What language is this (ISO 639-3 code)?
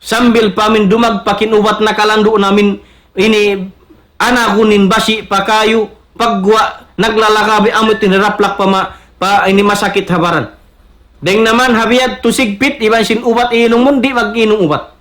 tsg